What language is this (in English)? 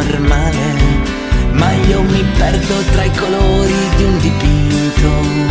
Italian